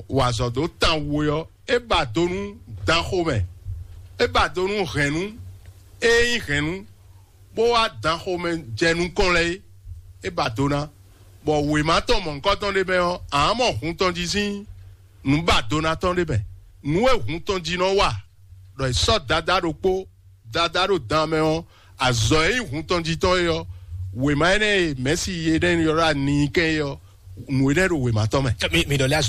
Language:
Fon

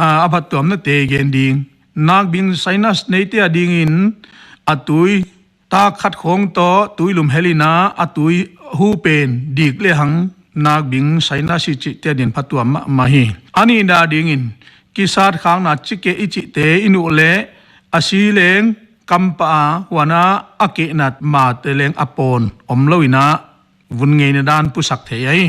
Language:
Paite Chin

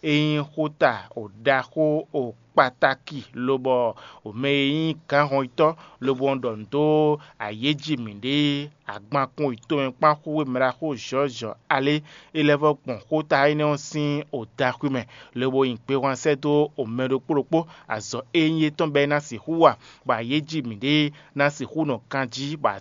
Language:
Fon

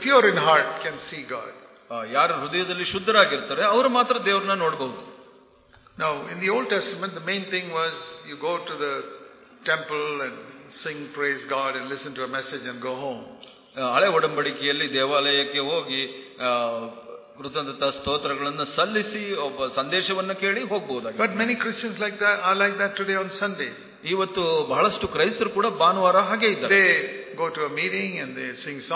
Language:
Kannada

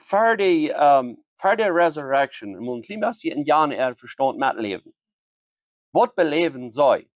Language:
Plautdietsch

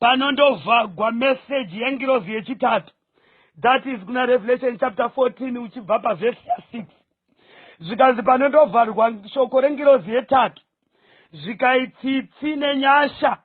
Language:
Shona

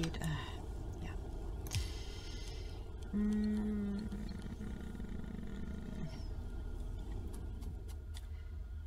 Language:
German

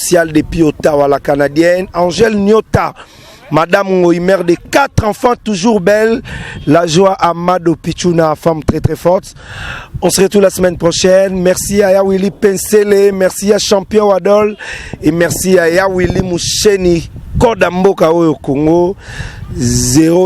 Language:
Lingala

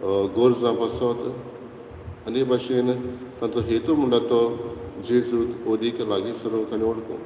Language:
Konkani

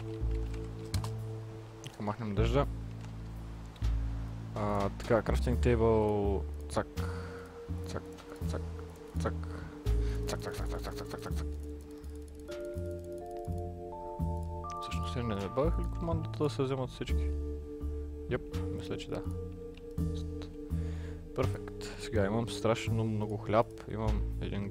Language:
Bulgarian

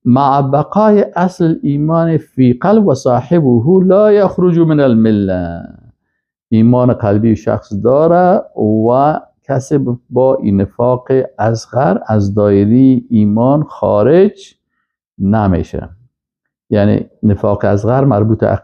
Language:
Persian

